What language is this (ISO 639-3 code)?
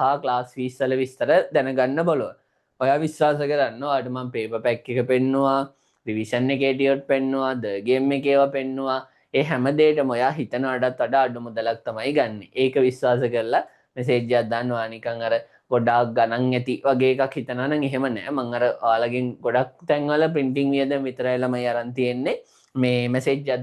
sin